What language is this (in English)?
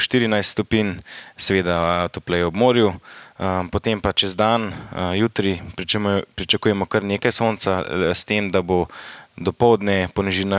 Slovenian